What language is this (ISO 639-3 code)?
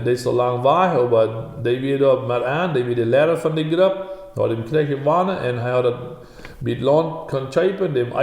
pdt